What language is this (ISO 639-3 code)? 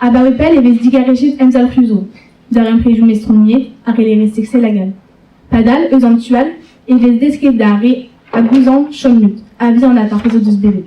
bre